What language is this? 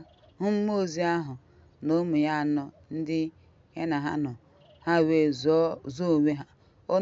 Igbo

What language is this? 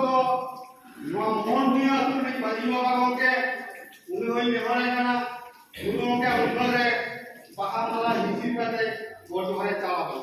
Santali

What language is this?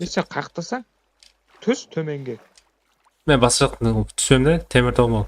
Kara-Kalpak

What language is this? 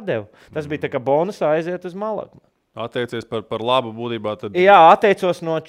Latvian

